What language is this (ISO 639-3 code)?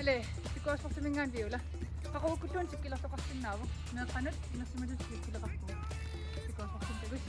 kal